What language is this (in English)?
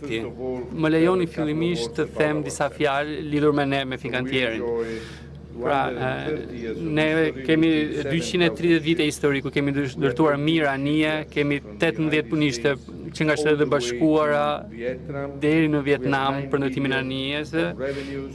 Albanian